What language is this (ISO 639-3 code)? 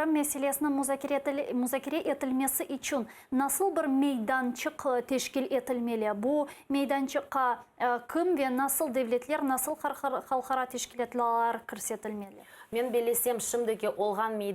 crh